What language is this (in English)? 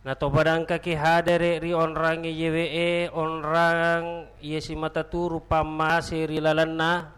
Buginese